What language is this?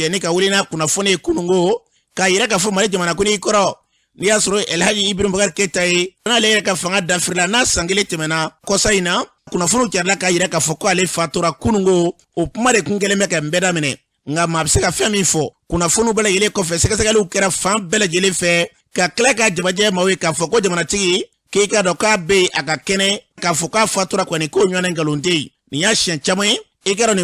Bambara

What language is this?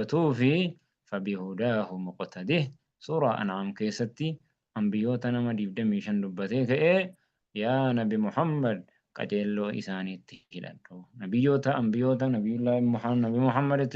Oromo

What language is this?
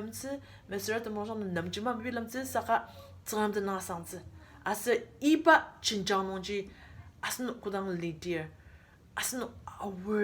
Ao Naga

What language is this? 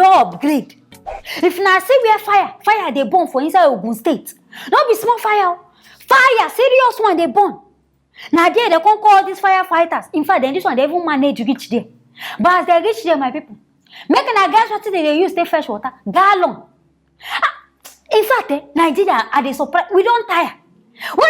Nigerian Pidgin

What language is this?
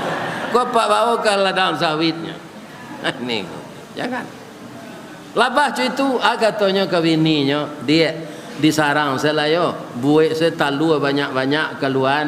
Minangkabau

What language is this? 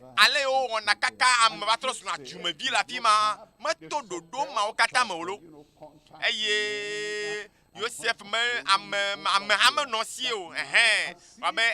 Ewe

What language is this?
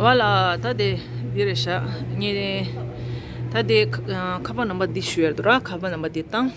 Tibetan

